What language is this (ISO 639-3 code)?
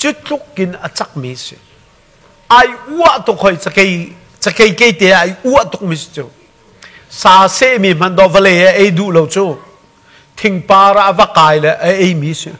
cnh